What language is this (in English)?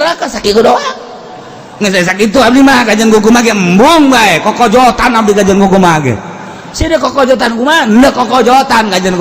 Sundanese